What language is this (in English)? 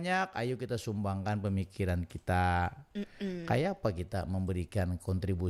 Banjar